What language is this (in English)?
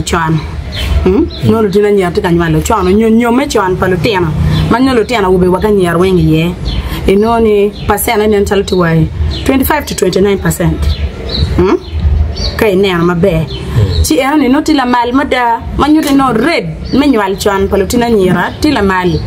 Acoli